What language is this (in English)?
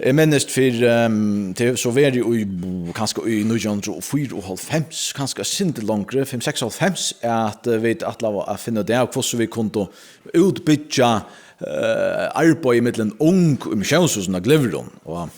Faroese